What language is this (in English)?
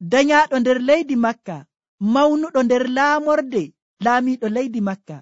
Nigerian Fulfulde